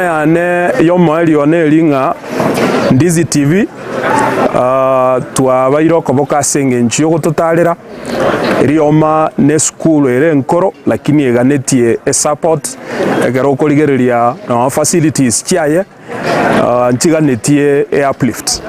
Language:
Gusii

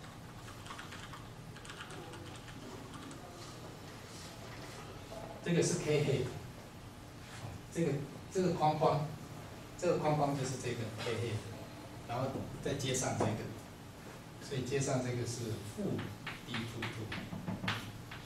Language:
Chinese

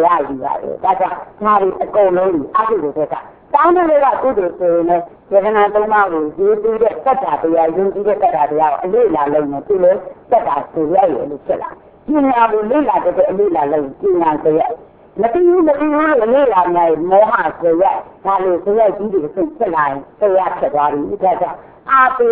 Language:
Burmese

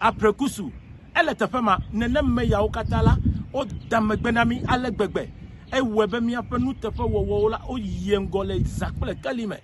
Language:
Ewe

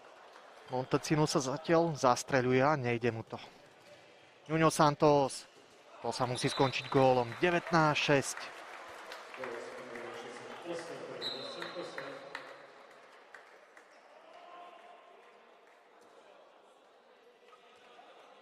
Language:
Slovak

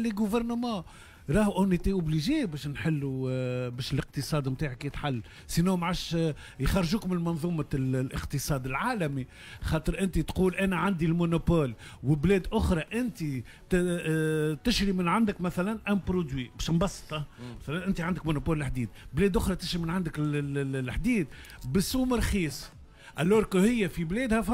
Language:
Tunisian Arabic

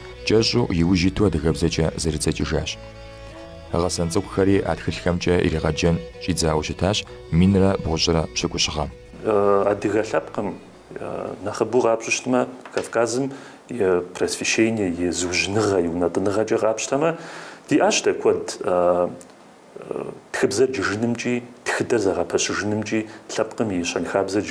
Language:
Kabardian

